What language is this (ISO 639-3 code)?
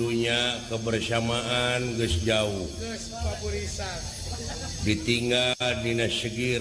sun